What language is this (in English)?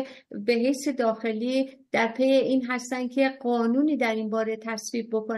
Persian